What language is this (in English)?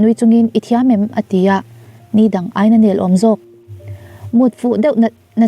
Mizo